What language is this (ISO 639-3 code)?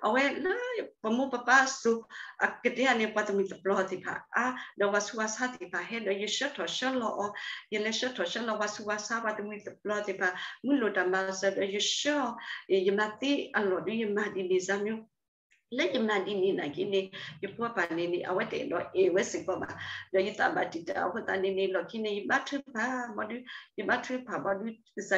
ksw